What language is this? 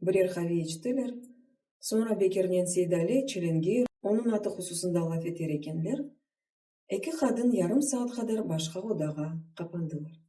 Crimean Tatar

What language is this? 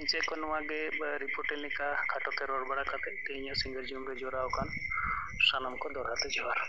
Santali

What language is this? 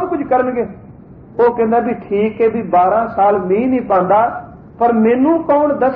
Punjabi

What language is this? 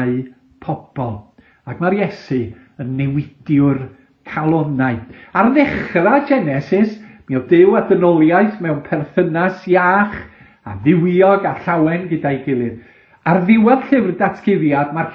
Welsh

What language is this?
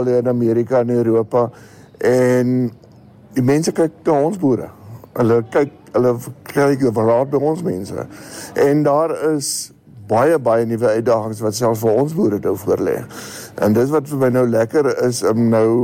Afrikaans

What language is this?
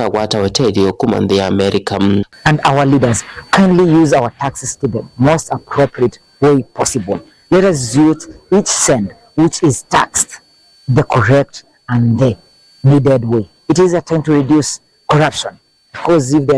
Kamba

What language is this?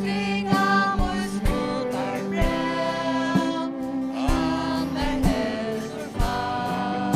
Faroese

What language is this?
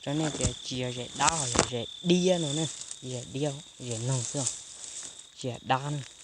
Hmong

